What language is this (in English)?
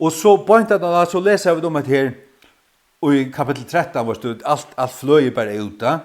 Faroese